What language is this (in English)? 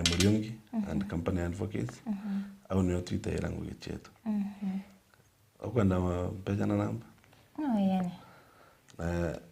Meru